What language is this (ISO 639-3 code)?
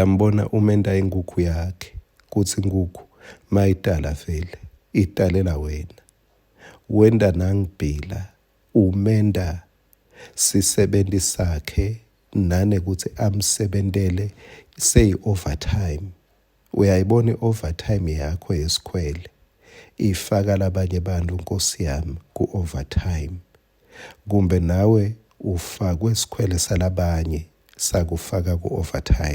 ssw